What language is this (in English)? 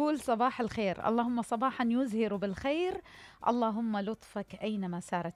Mesopotamian Arabic